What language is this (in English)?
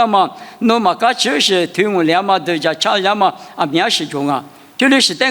Lisu